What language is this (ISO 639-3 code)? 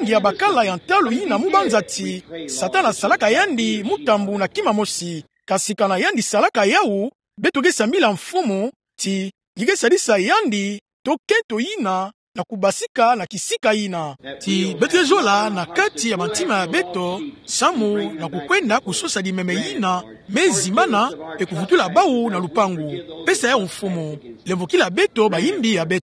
ktu